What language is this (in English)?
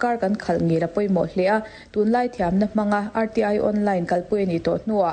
Mizo